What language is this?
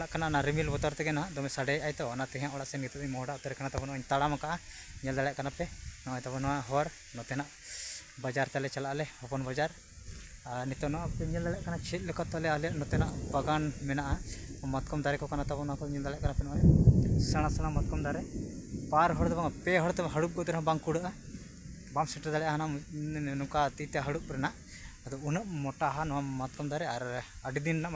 Santali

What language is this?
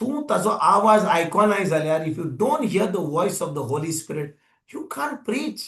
Konkani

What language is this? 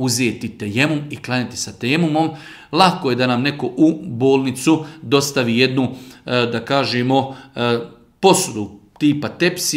Bosnian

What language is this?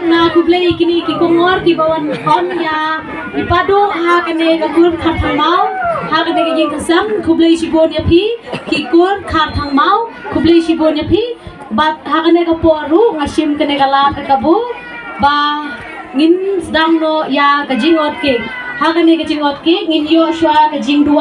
Khasi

